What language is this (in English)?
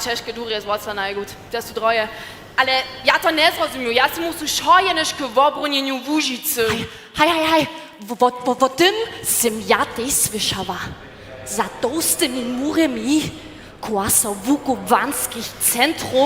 Upper Sorbian